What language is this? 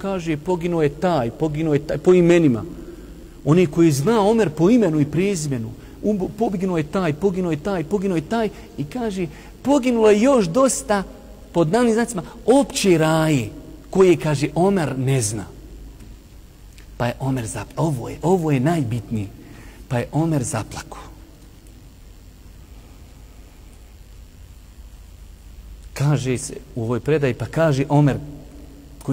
Bosnian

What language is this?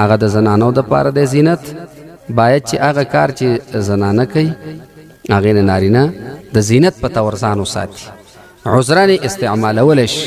Pashto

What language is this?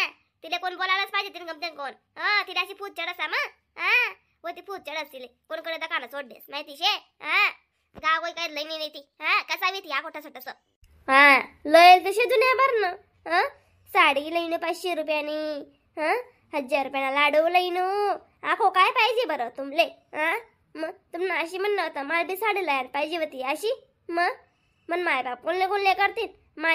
Khandesi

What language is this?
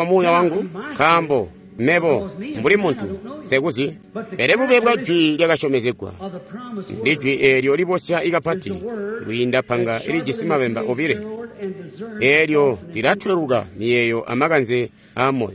Tonga (Zambia)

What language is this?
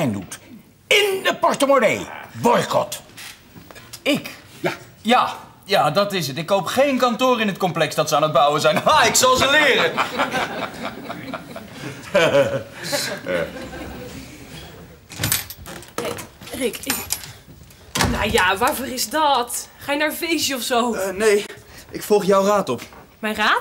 Dutch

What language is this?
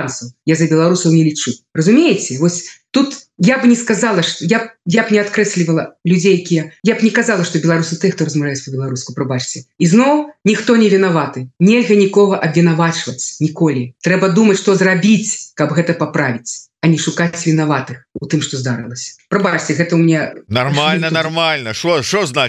Belarusian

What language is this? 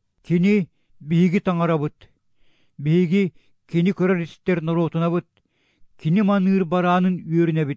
Yakut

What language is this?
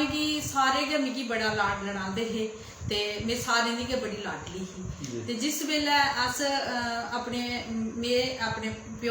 Dogri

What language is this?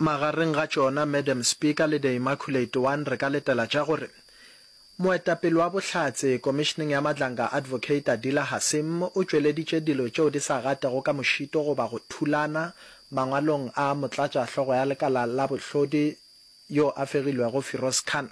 Northern Sotho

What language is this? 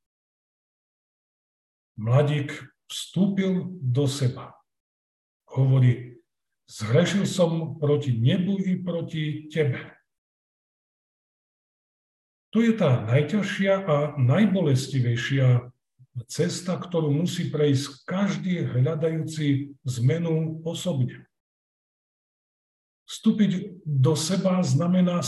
Slovak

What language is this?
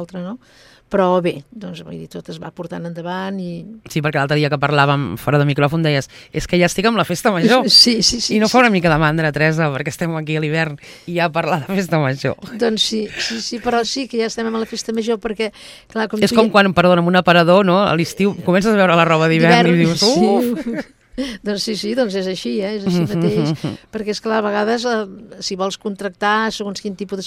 Catalan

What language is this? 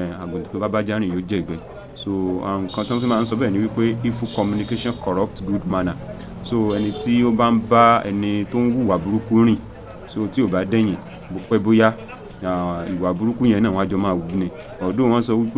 Yoruba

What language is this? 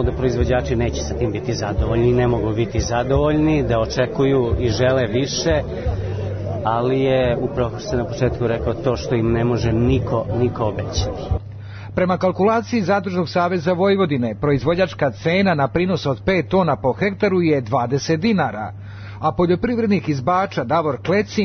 Serbian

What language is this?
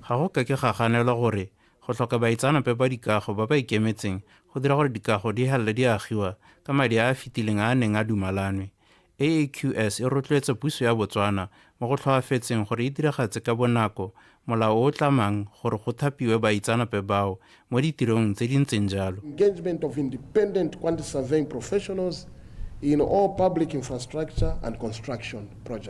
Tswana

